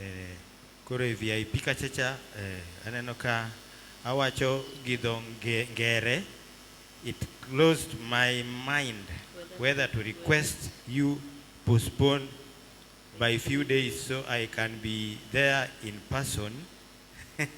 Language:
Luo (Kenya and Tanzania)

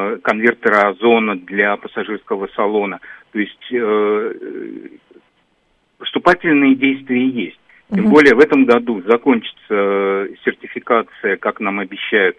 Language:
Russian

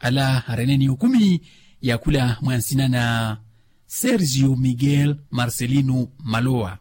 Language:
Makhuwa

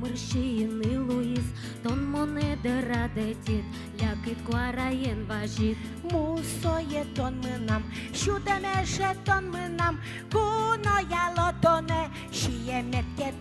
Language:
Udmurt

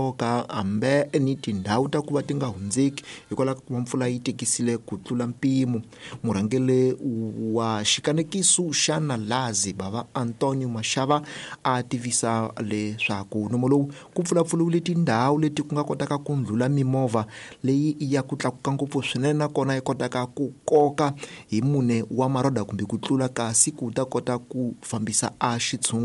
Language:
Tsonga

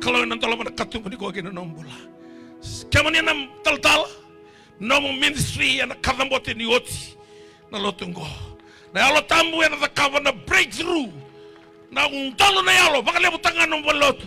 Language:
Fijian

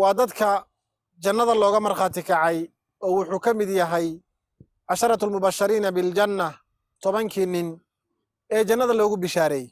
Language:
Somali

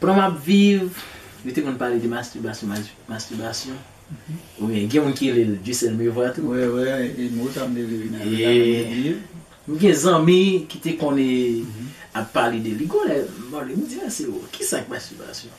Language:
Haitian Creole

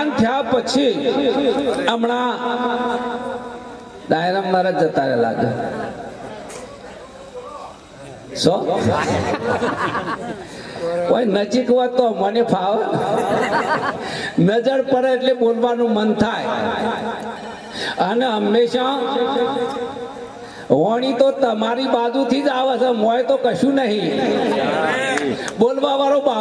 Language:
Gujarati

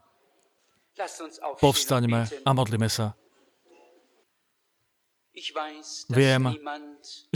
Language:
Slovak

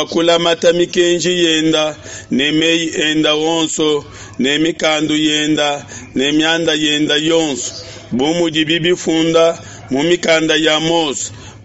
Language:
Luba-Lulua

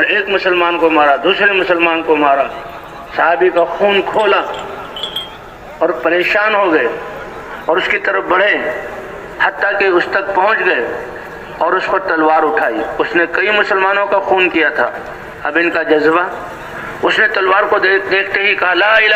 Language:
Urdu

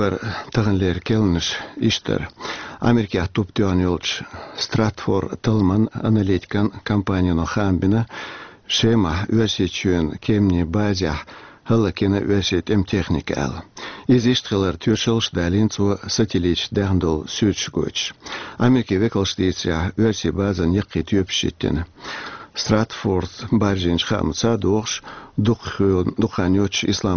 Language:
Chechen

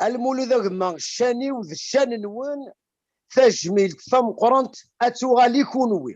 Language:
Kabyle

